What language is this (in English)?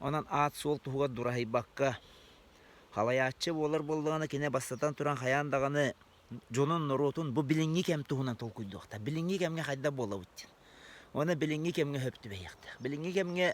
Yakut